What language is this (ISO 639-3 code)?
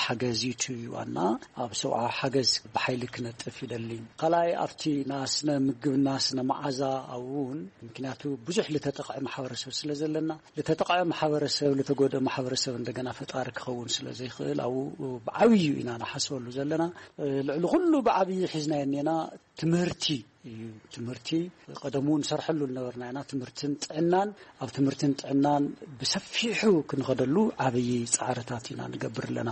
tir